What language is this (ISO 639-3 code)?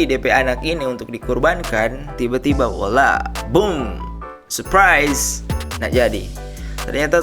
xmm